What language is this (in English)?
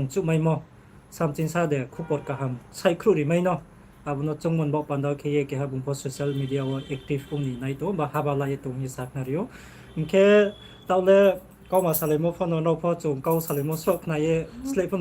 Riang (India)